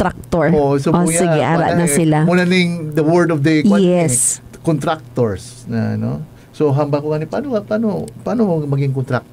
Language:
Hiligaynon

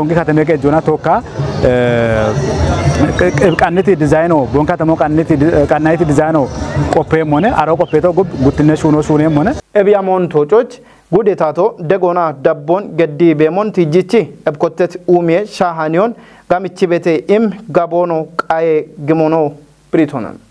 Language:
Kafa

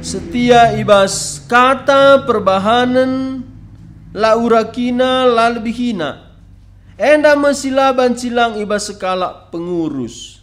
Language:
Batak Karo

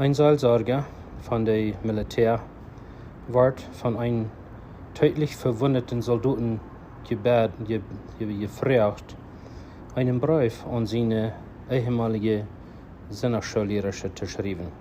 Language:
Plautdietsch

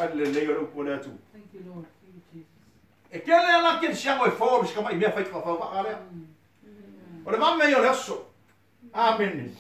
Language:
Samoan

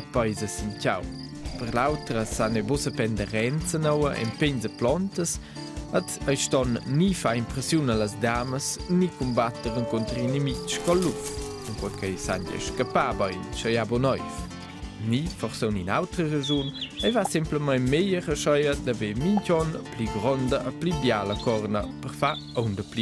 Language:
Romansh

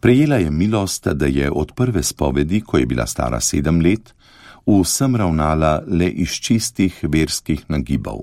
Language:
Slovenian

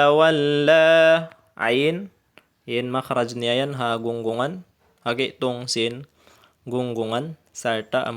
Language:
Tausug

